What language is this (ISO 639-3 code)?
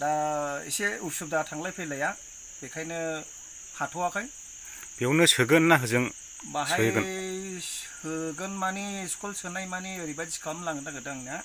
brx